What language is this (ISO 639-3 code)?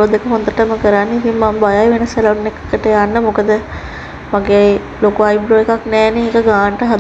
sin